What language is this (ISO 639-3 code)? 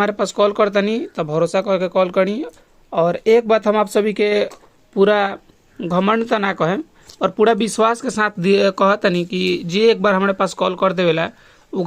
bho